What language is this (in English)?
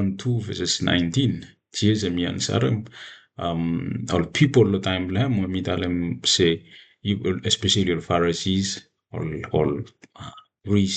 Bislama